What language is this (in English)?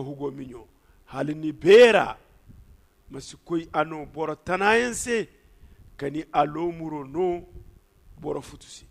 Zarma